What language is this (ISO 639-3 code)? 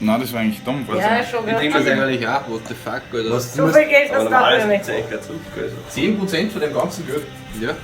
bar